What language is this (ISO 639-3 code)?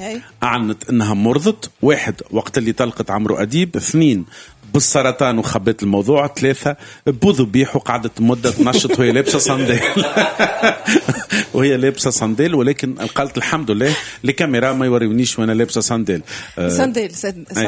aeb